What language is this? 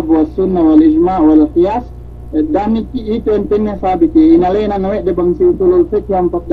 Yakan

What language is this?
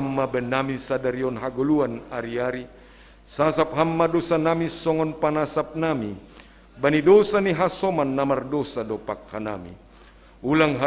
Batak Simalungun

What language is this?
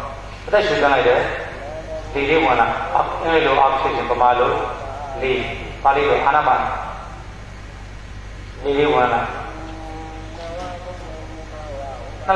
Burmese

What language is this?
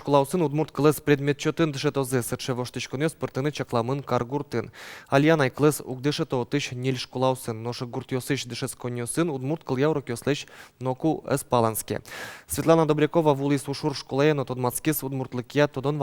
Udmurt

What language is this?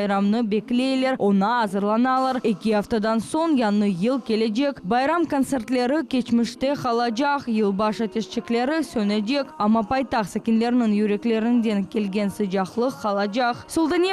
Crimean Tatar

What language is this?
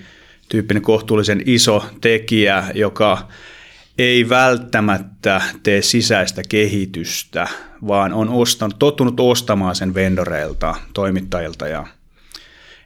Finnish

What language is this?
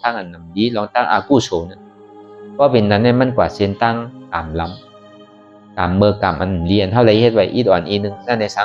Shan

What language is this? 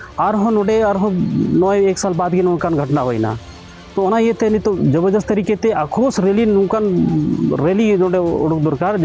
Santali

